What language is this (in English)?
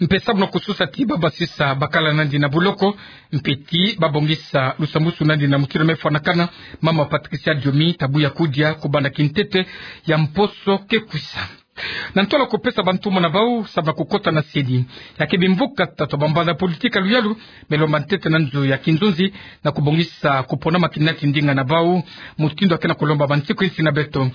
Kituba (Democratic Republic of Congo)